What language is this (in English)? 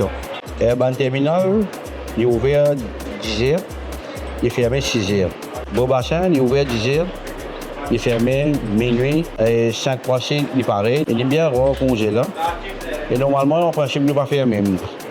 Morisyen